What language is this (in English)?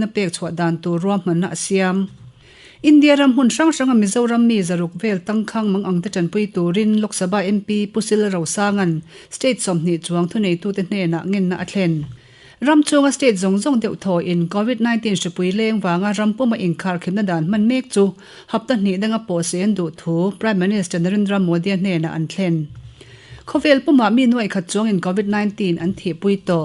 Mizo